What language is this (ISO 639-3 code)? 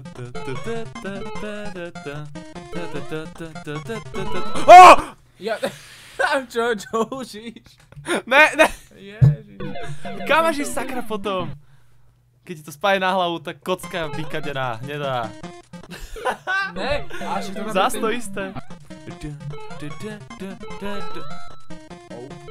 slk